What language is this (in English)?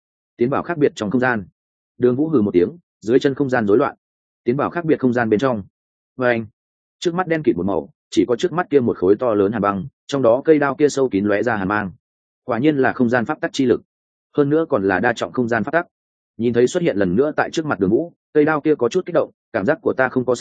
Vietnamese